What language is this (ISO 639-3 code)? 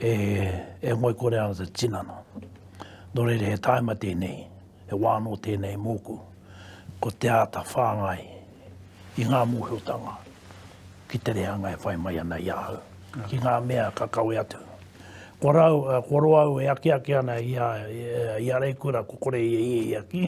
mri